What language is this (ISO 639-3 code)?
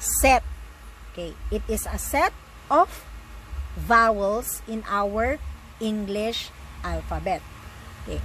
ilo